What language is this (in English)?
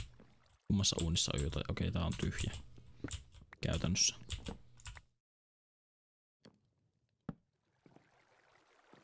Finnish